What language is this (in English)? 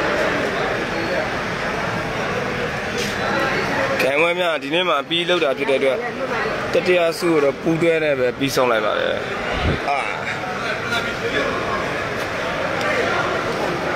Burmese